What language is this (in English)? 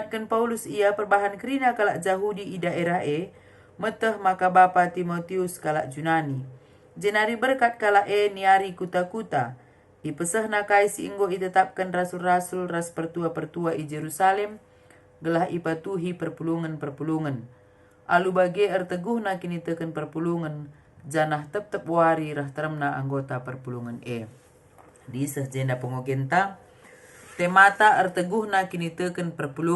Batak Karo